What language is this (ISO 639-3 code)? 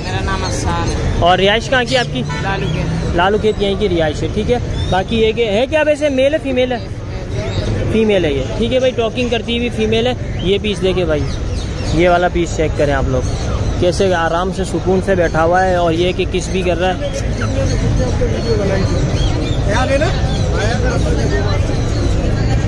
hin